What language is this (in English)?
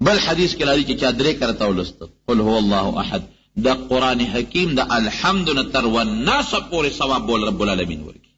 Pashto